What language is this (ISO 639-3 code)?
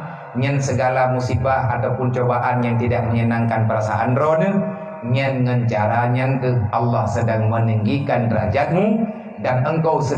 ace